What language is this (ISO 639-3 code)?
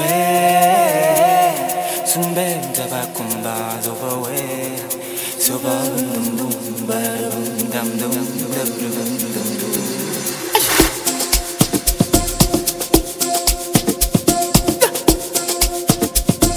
swa